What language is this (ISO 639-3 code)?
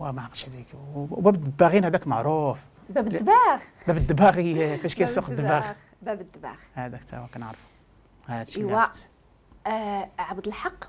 ary